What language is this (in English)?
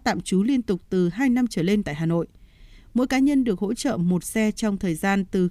Vietnamese